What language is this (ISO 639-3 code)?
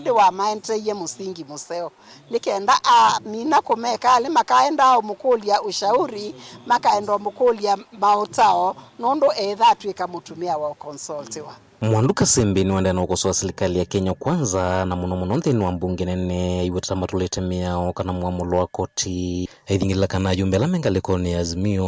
kam